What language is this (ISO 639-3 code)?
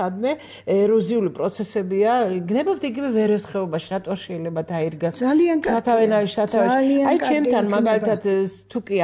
kat